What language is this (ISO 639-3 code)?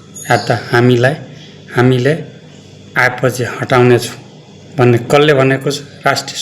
nep